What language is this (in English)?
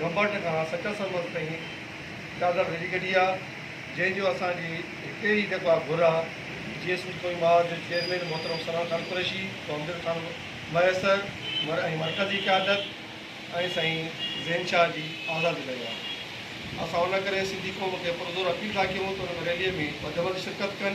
Sindhi